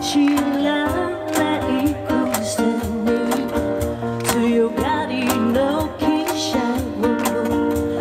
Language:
Japanese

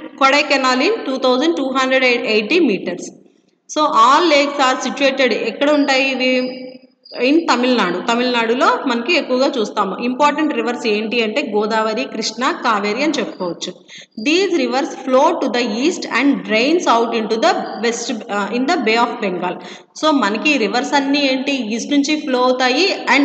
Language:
Telugu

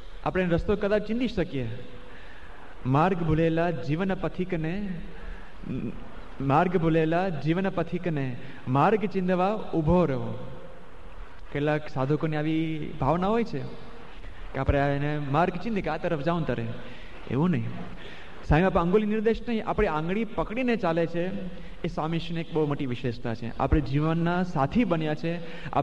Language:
Gujarati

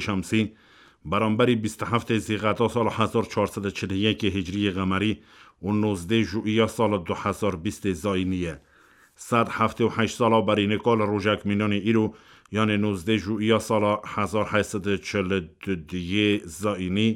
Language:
Kurdish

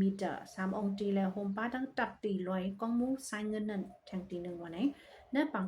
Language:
Shan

